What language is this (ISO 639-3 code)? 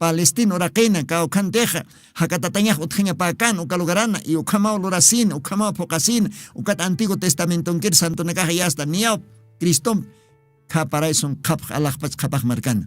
aym